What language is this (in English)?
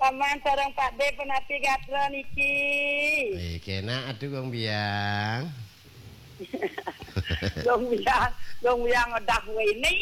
Balinese